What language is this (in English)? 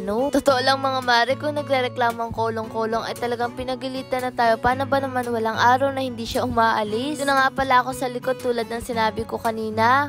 Filipino